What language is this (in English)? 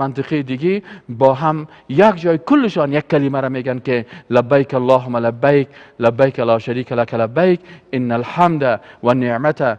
Persian